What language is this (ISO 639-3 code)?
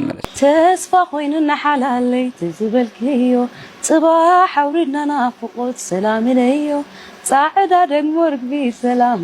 tir